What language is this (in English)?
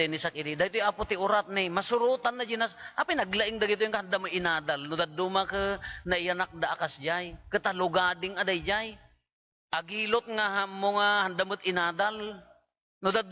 Iloko